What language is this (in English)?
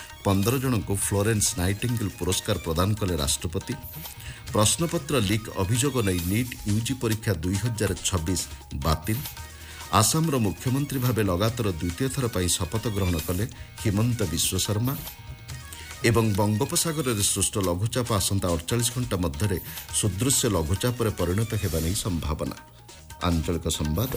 Odia